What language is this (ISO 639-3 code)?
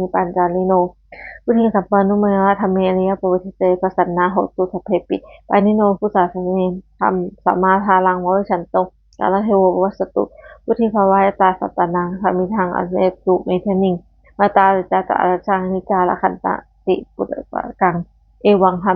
pli